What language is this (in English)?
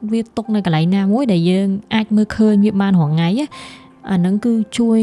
Khmer